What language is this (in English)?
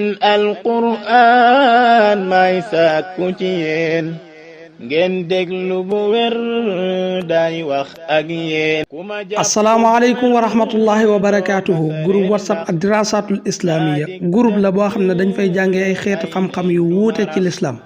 Wolof